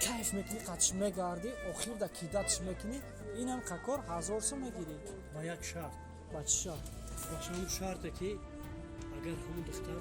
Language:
Tajik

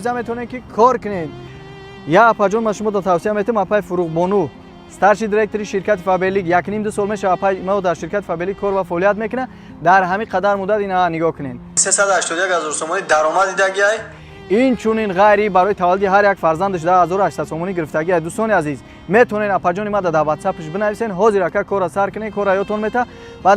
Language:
Tajik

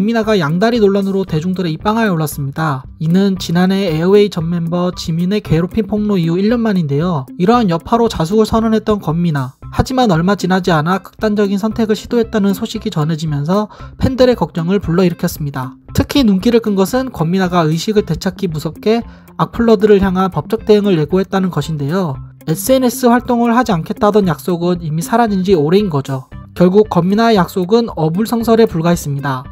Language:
Korean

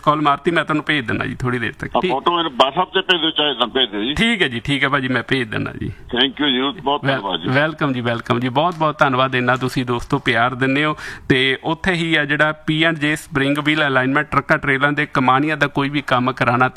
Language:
Punjabi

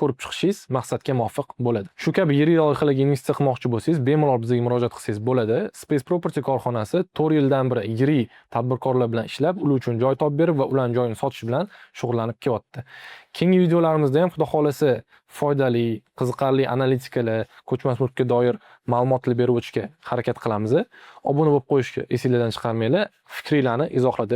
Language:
Uzbek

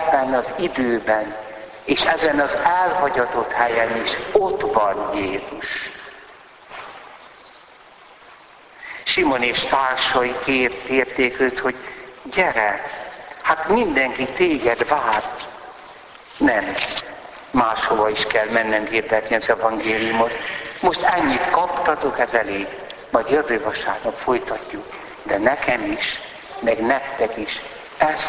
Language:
Hungarian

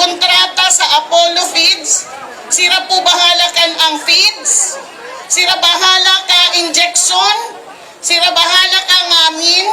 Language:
Bikol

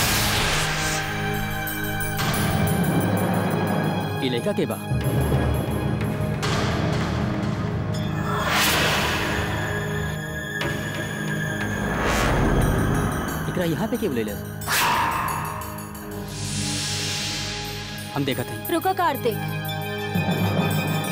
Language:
Bhojpuri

